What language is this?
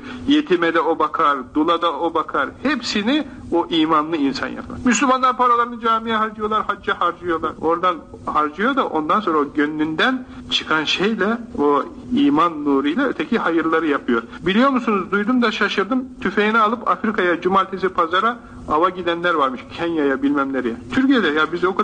Turkish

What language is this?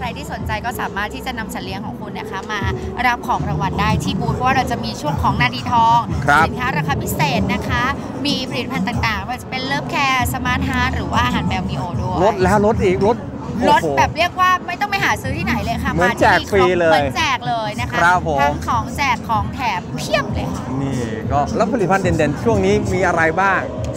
Thai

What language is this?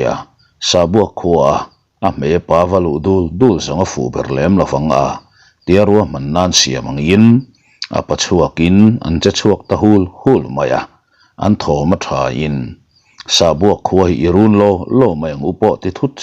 Mizo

